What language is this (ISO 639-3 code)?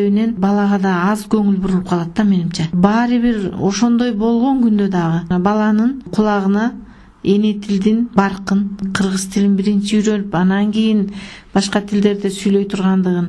kir